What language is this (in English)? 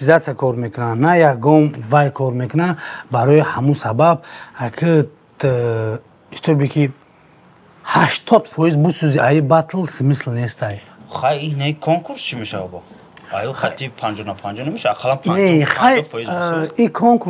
Tajik